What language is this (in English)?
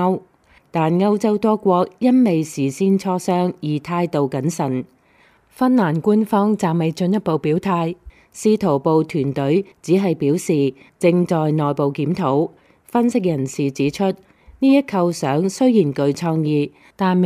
Cantonese